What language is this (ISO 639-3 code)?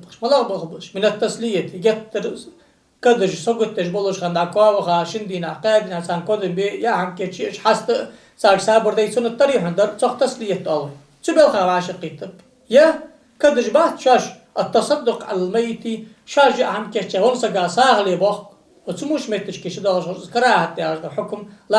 inh